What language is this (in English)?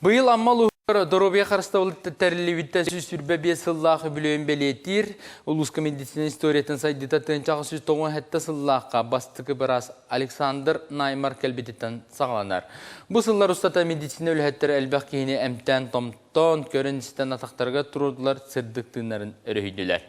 Yakut